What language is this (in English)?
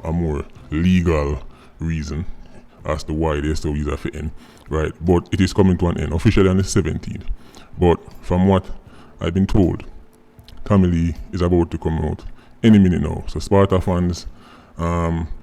Jamaican Creole English